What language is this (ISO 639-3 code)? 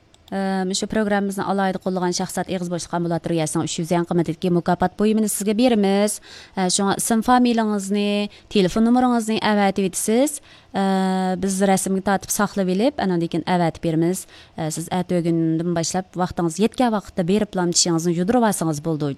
uig